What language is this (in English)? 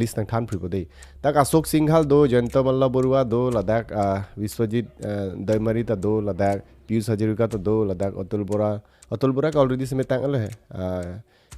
Karbi